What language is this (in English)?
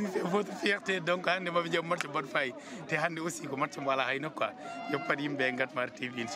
Fula